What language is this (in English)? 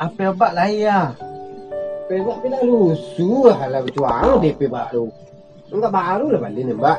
Minangkabau